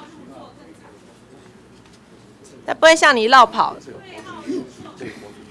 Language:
Chinese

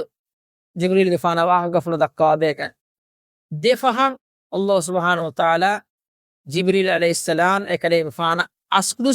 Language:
Divehi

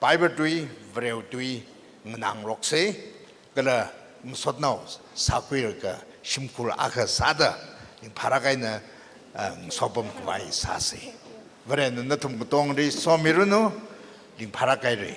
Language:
Tangkhul Naga (India)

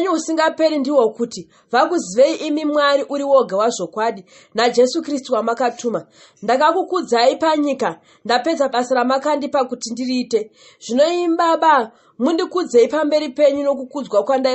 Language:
Shona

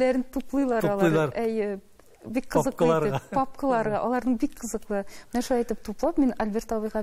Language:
Tatar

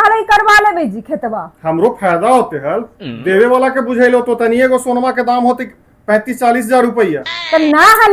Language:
Magahi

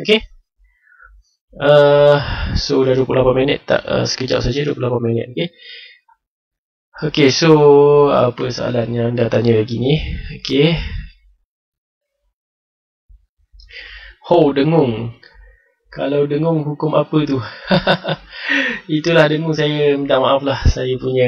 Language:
Malay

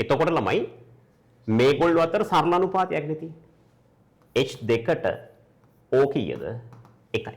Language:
Sinhala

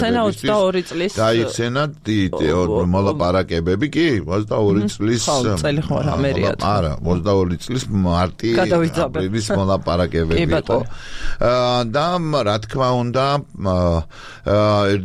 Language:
Georgian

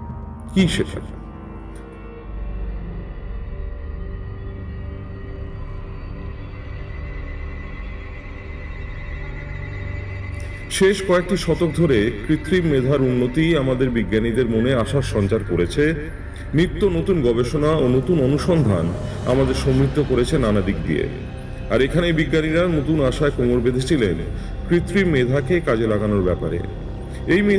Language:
Bangla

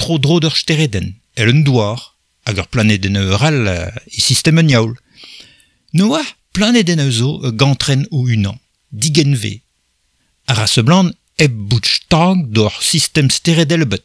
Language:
Breton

